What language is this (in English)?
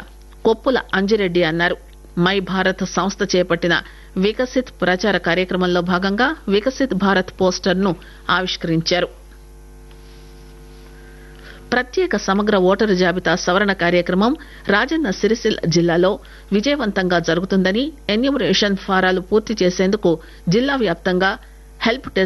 Telugu